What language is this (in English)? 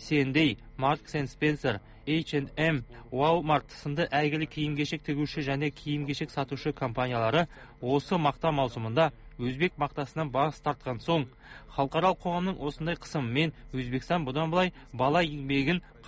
Kazakh